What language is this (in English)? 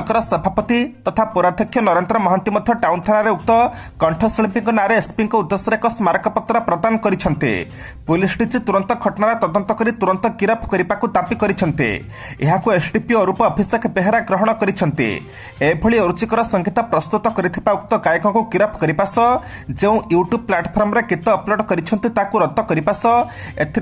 Odia